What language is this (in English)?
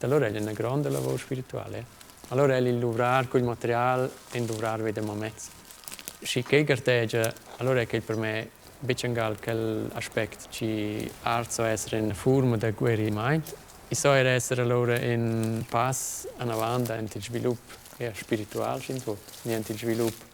Romansh